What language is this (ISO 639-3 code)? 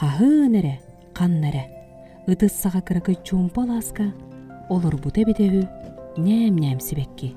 sah